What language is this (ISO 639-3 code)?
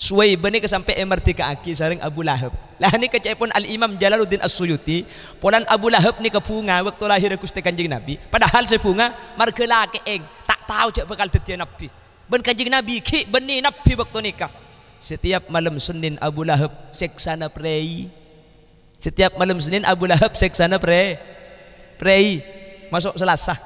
mad